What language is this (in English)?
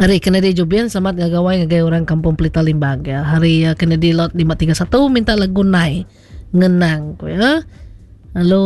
Iban